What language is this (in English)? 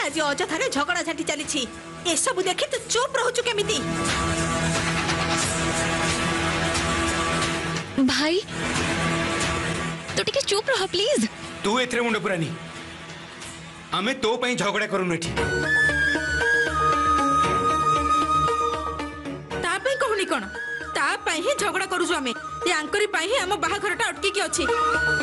Odia